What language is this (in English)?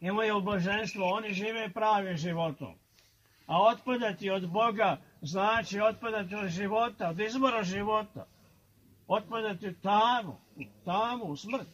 Serbian